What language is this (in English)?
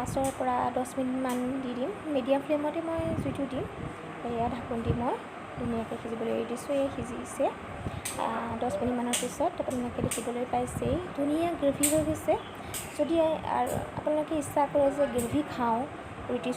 Assamese